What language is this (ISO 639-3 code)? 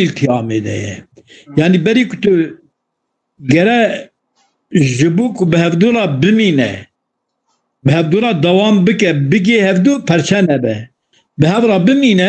kur